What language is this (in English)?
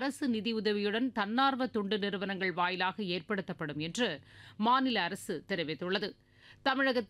Tamil